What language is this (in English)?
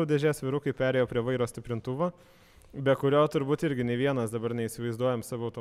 Lithuanian